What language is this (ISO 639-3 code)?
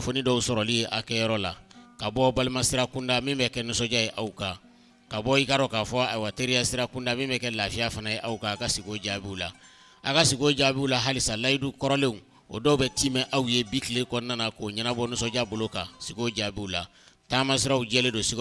bam